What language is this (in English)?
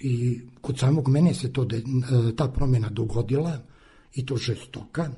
Serbian